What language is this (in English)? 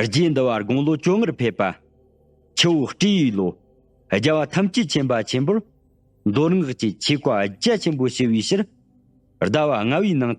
Tibetan